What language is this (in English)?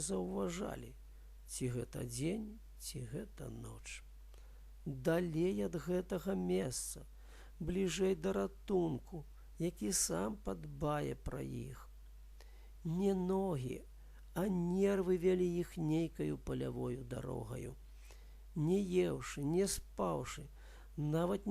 Belarusian